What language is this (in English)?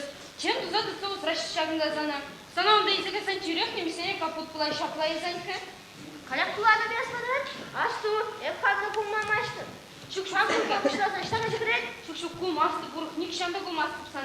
Chuvash